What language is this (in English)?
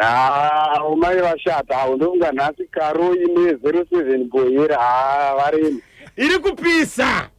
Shona